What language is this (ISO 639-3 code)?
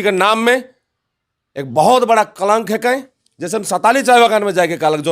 sck